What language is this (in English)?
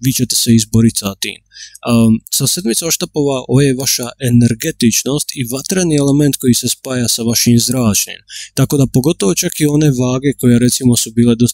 Croatian